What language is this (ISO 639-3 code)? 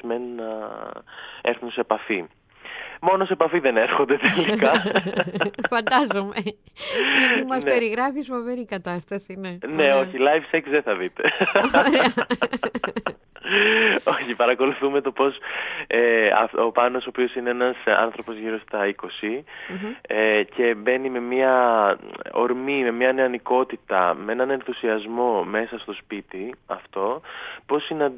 ell